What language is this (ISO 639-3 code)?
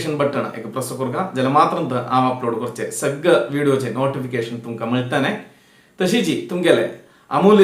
kok